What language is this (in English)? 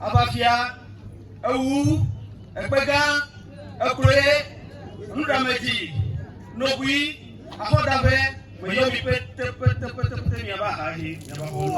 Ewe